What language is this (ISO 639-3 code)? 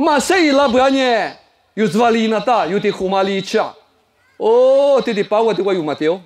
lis